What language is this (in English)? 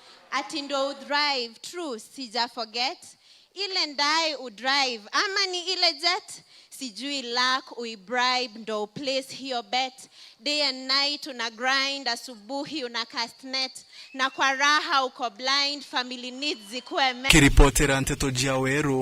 Meru